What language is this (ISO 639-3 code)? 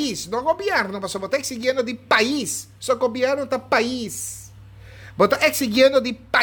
pap